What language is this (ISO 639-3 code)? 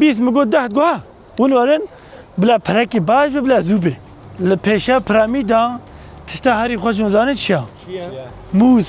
kur